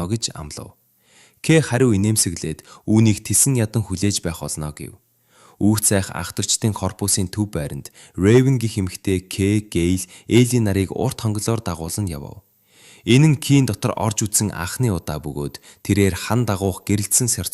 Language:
Mongolian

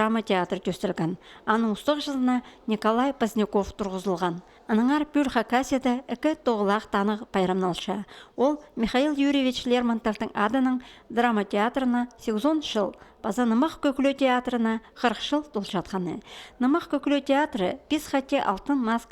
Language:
Khakas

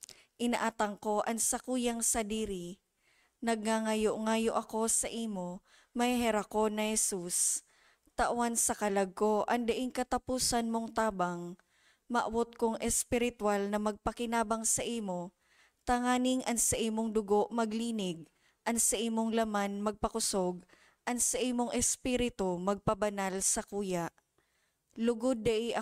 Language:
Bikol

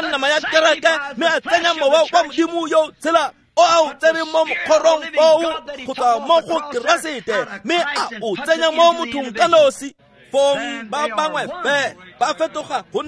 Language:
Tswana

